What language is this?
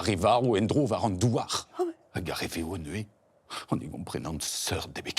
Breton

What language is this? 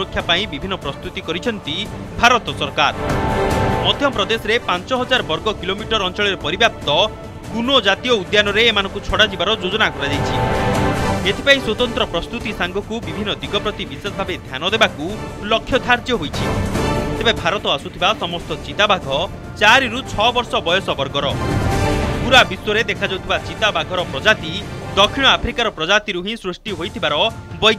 Odia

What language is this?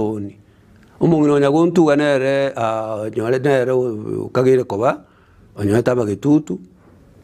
Gusii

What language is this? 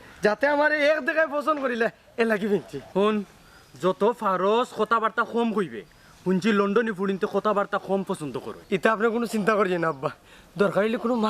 Sylheti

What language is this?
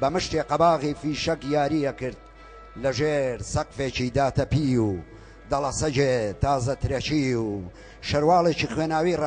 Central Kurdish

